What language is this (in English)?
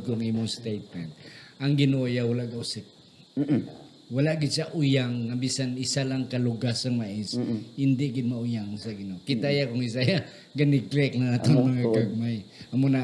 Hiligaynon